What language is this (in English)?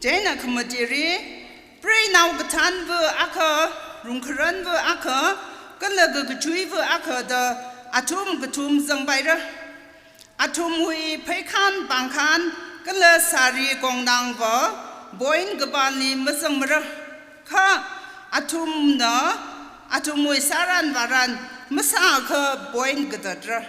Tangkhul Naga (India)